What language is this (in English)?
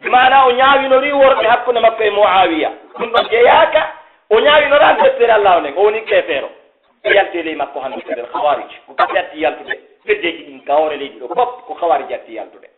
Pular